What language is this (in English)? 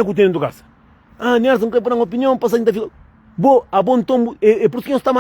Kabuverdianu